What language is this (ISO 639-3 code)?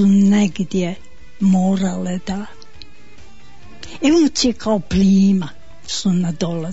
bos